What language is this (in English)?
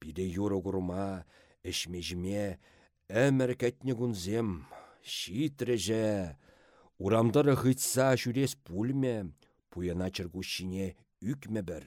Chuvash